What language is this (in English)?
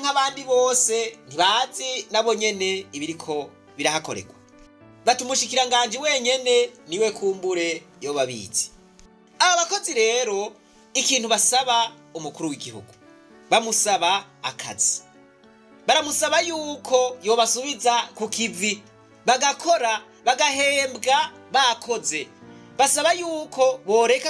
Rundi